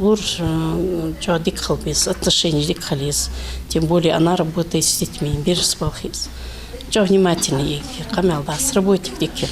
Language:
Ingush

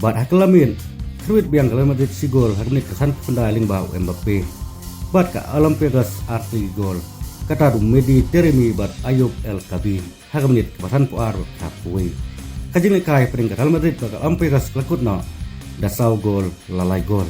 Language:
Khasi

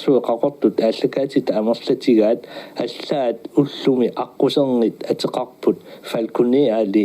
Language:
Kalaallisut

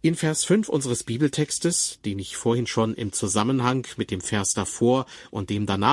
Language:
German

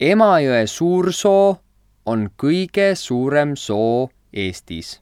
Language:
Estonian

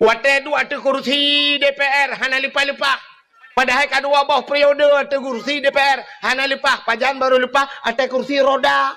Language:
Achinese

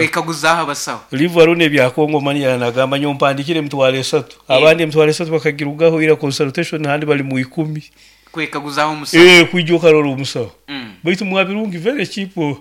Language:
Nyoro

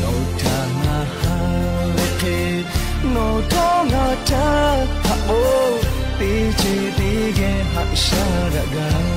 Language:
Lahu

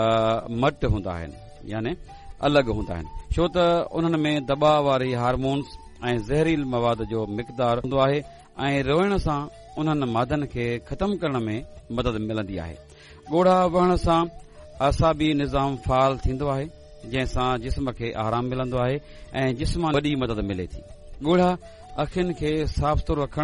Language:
Sindhi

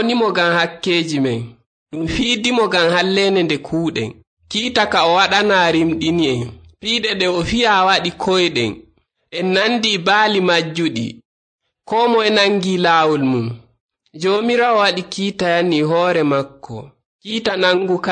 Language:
Nigerian Fulfulde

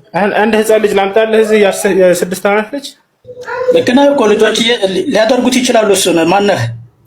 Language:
Amharic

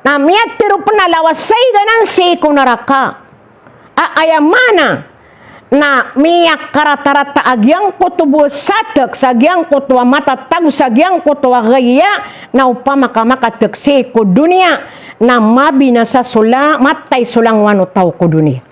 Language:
Maranao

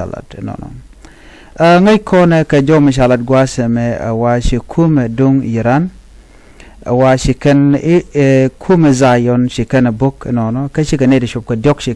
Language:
Nuer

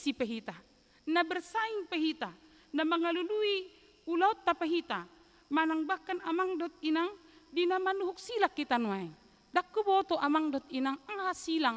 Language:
Batak Toba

